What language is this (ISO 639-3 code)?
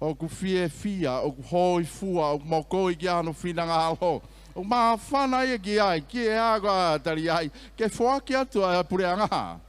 ton